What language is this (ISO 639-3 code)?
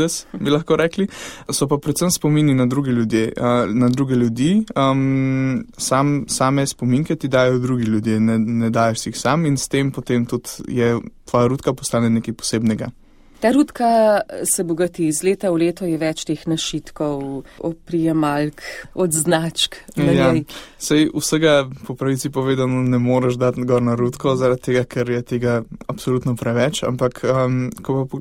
slv